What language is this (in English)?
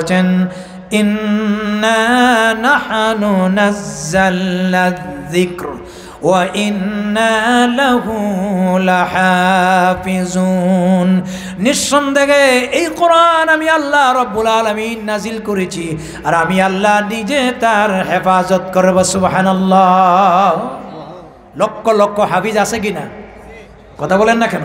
Bangla